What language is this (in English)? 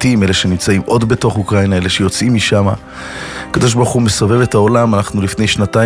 Hebrew